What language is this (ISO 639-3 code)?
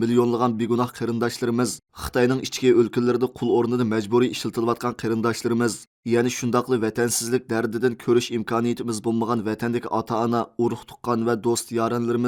uig